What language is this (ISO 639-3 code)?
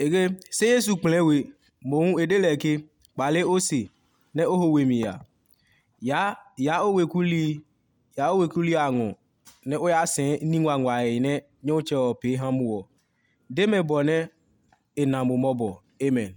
ada